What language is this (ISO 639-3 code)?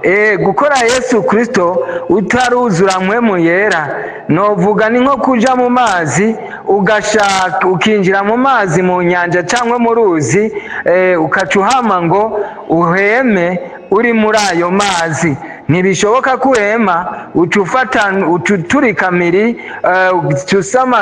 run